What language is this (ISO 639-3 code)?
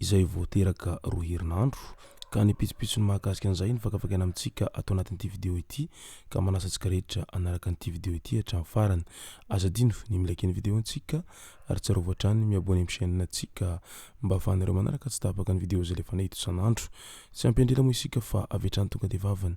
mlg